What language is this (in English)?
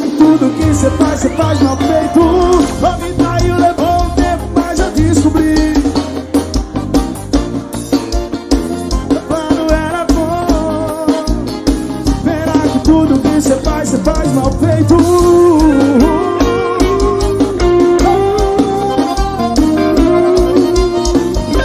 Portuguese